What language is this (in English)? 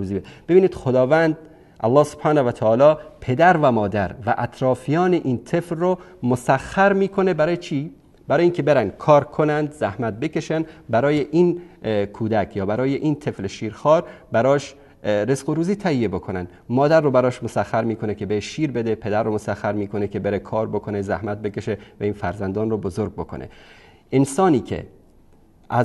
Persian